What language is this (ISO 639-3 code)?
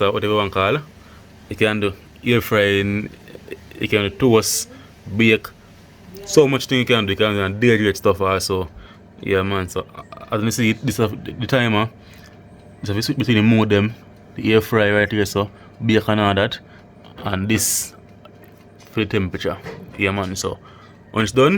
jam